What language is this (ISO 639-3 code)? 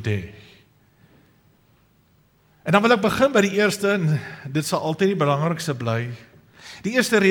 afr